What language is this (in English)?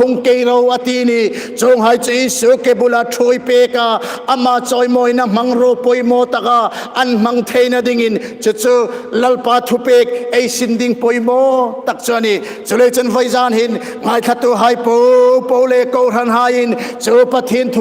Hmar